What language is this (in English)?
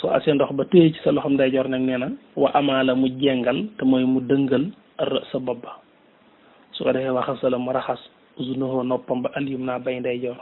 Wolof